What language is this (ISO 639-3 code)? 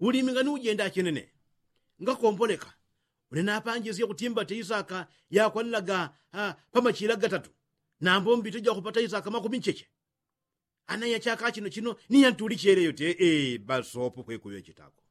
yao